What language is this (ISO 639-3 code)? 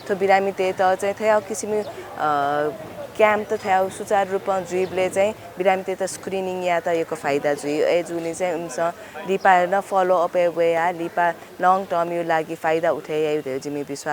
new